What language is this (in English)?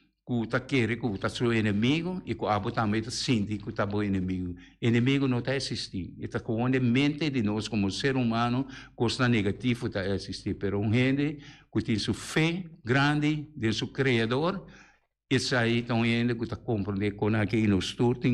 Papiamento